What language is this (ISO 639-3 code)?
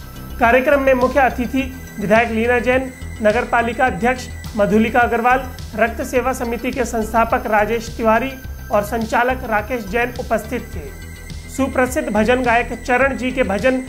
hin